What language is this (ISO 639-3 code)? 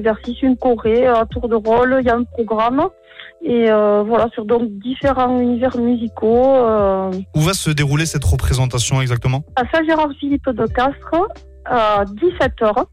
fra